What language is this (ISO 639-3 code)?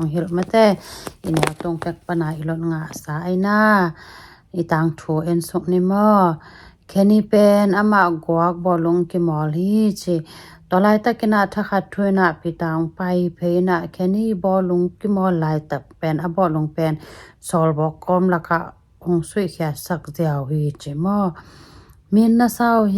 ctd